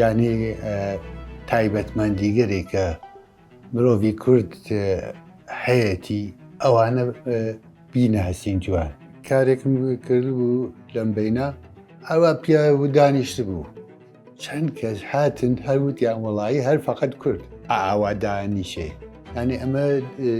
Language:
Central Kurdish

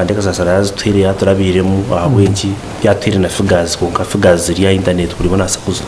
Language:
Nyankole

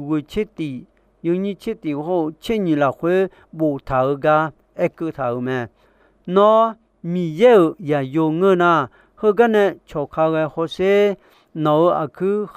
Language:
Akha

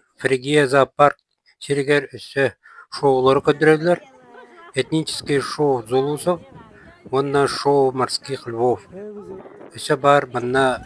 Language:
Yakut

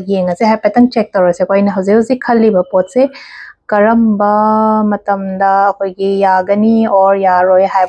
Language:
Manipuri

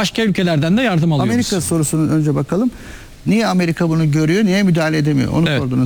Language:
Turkish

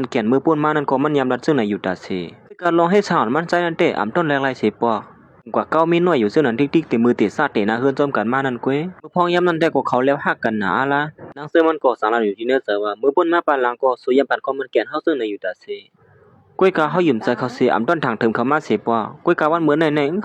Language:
Shan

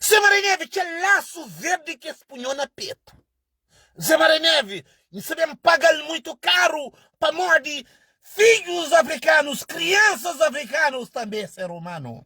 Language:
Kabuverdianu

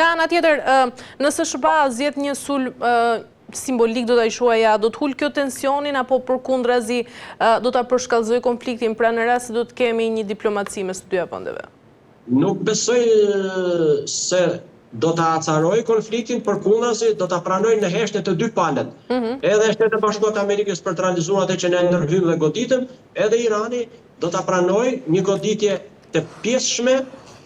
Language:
Albanian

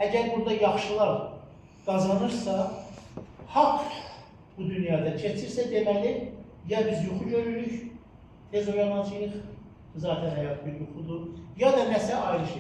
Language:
Azerbaijani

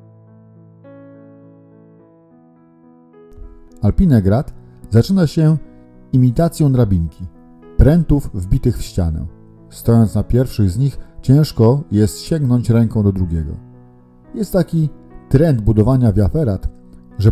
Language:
Polish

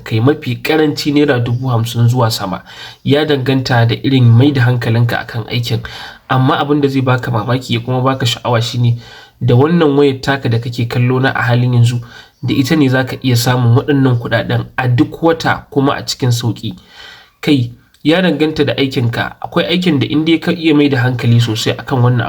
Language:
Hausa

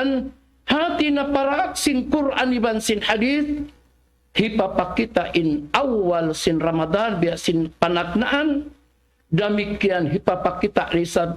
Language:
Tausug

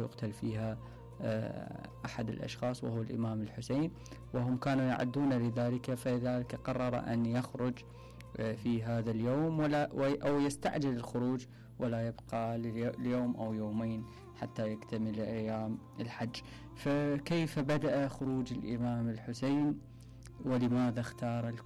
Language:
Mesopotamian Arabic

